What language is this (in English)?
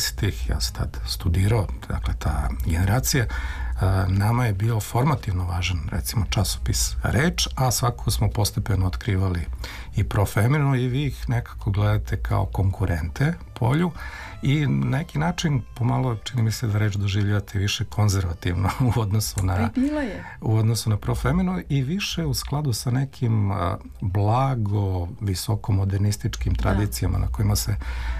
Serbian